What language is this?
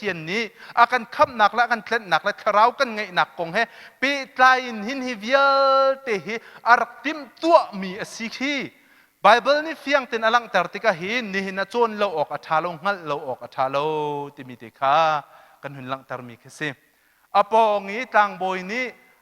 Hakha Chin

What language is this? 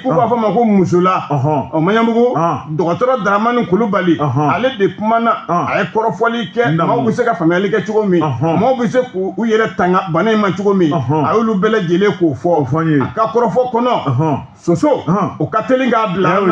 Bambara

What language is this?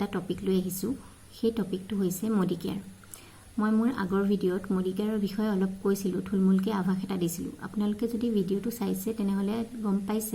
Assamese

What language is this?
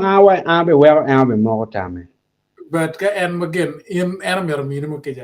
Acoli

